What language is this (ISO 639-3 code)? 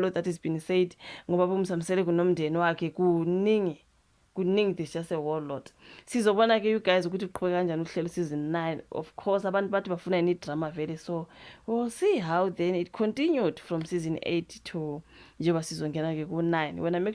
zul